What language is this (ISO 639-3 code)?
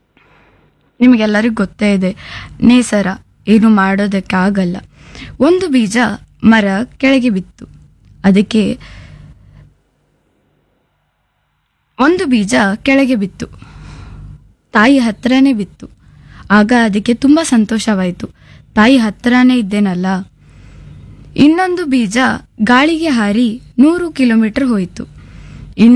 kan